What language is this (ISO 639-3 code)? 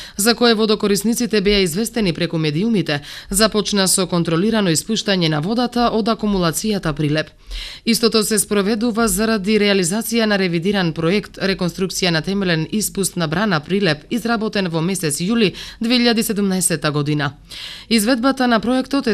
mkd